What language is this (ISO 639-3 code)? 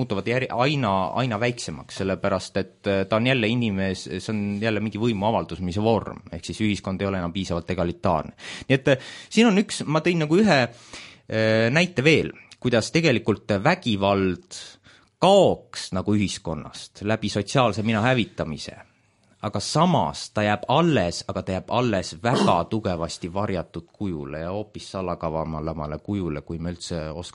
est